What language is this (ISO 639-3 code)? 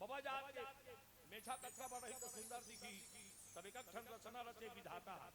hne